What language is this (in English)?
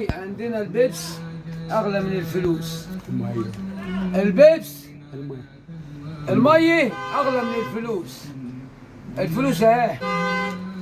Egyptian Arabic